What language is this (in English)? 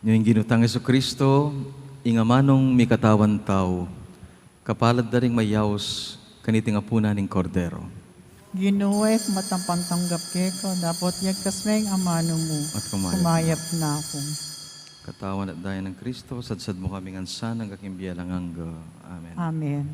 Pampanga